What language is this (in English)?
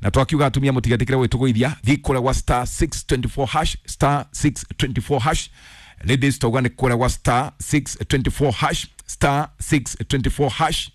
Kikuyu